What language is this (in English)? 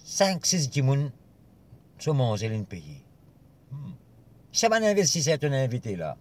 Morisyen